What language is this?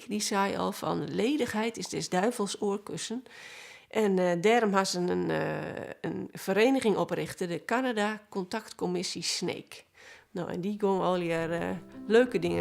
Western Frisian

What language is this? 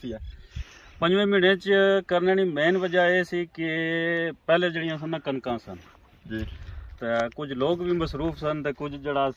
Pahari-Potwari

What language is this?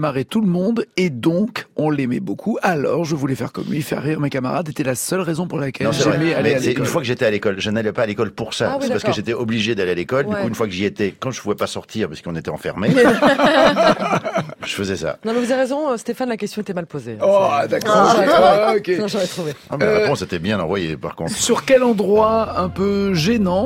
French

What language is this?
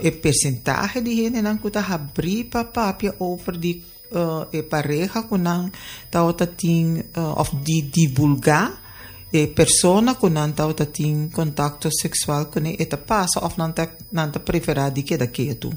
Papiamento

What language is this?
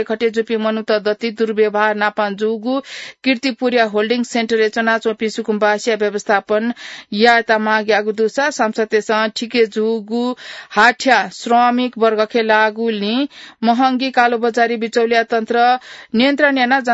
Newari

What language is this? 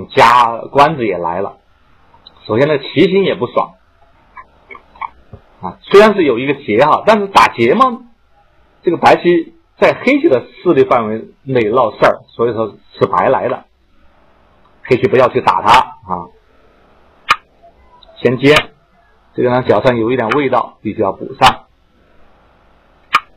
Chinese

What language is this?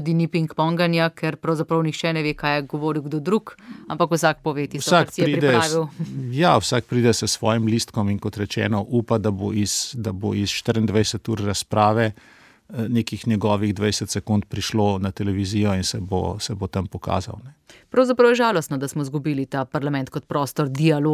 Slovenian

